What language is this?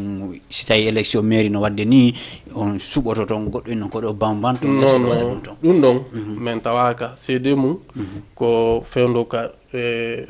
Fula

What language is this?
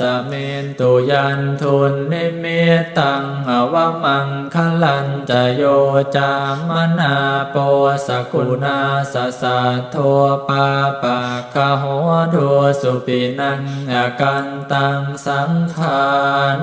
Pali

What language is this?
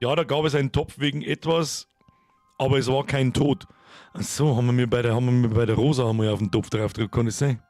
Bavarian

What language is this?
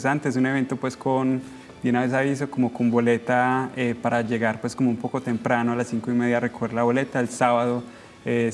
Spanish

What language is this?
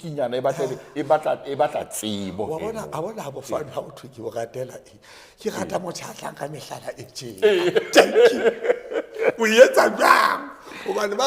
Southern Sotho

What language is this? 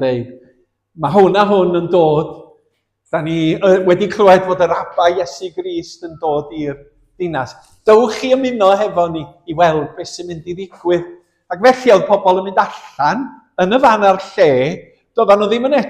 Welsh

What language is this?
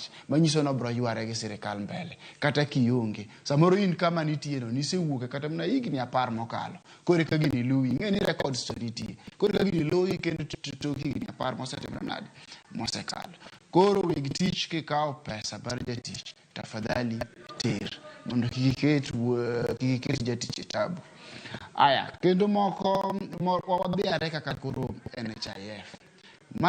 Luo (Kenya and Tanzania)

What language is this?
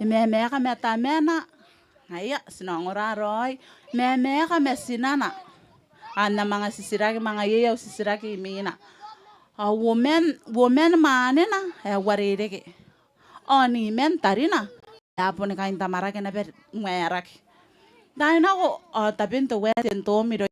Gilbertese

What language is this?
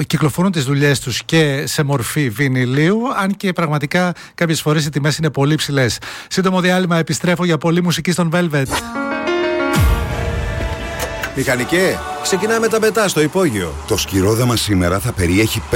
Greek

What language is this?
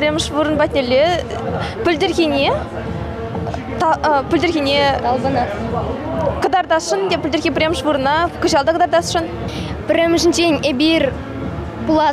Chuvash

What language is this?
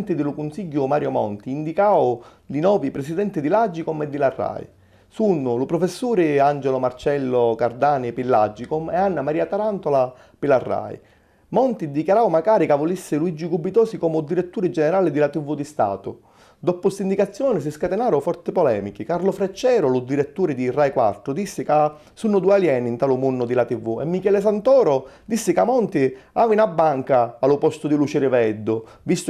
Sicilian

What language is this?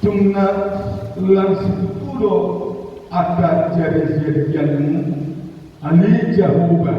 Batak Toba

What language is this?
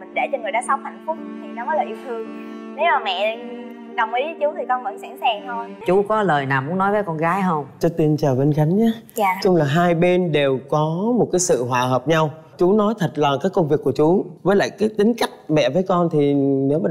Vietnamese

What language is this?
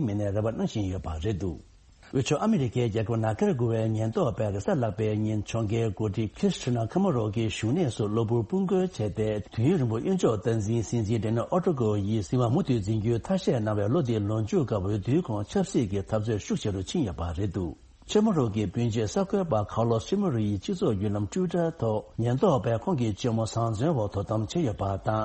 Tibetan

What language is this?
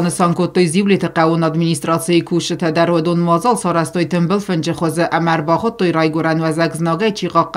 Ossetic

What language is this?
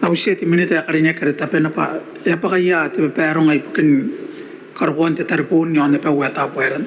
Gilbertese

